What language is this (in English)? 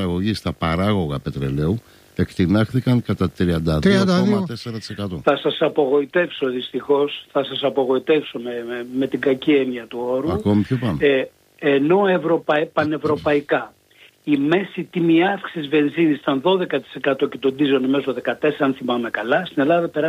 Greek